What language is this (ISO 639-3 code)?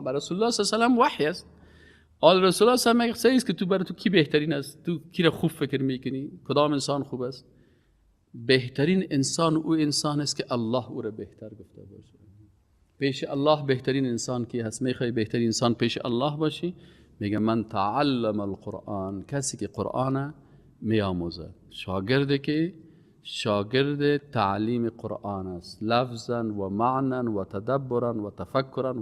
fas